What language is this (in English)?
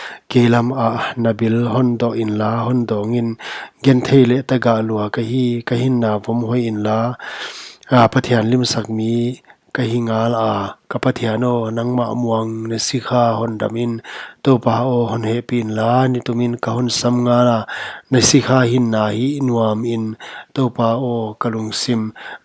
Paite Chin